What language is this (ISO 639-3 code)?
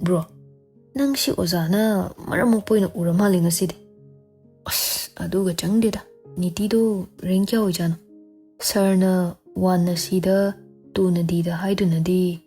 mni